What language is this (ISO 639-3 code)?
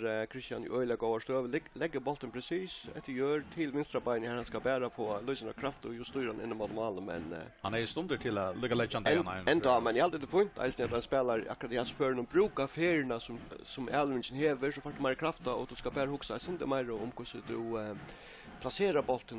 fao